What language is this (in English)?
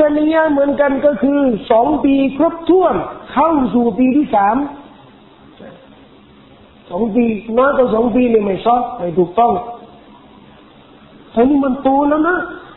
Thai